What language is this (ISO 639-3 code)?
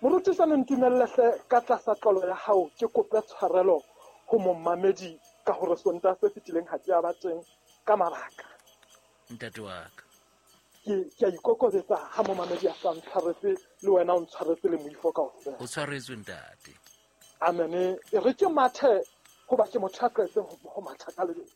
sot